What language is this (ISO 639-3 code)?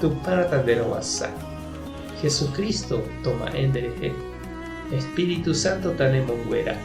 grn